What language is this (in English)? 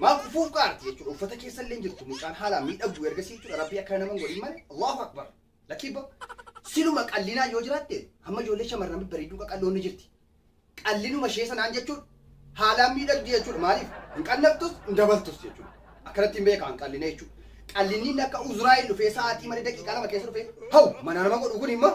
Oromo